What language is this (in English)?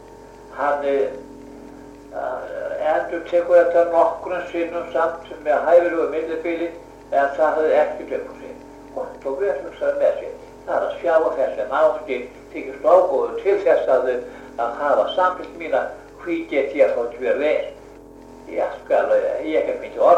Icelandic